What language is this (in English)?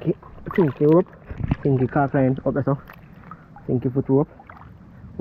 Jamaican Creole English